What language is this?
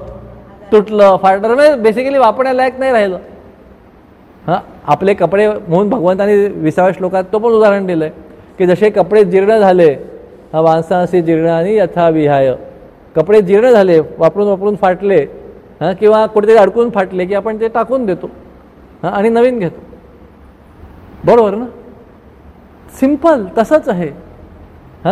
Marathi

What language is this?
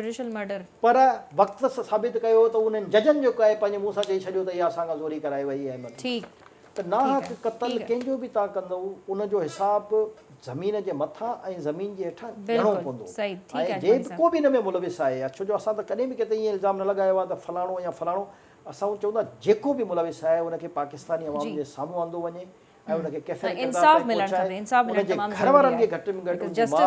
Sindhi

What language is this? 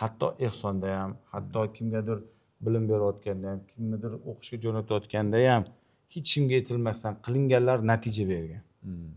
Uzbek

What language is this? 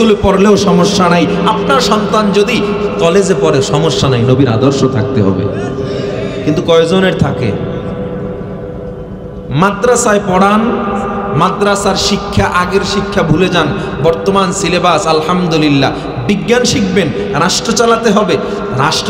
Bangla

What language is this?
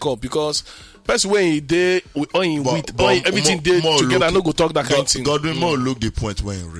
Nigerian Pidgin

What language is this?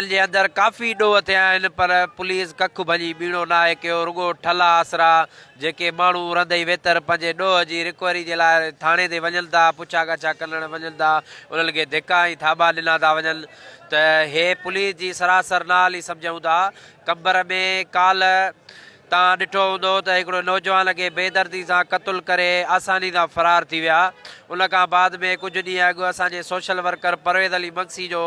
Sindhi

